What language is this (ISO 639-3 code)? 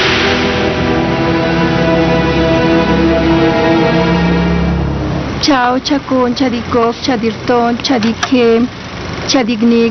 spa